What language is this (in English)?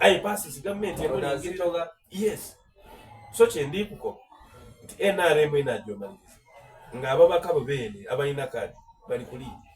Soga